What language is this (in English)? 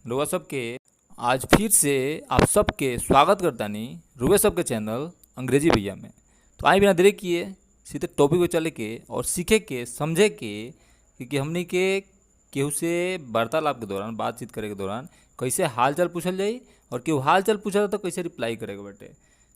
Bhojpuri